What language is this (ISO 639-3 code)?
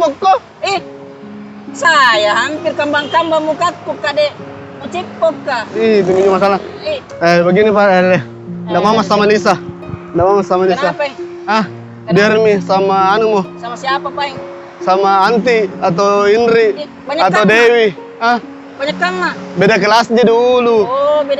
mfp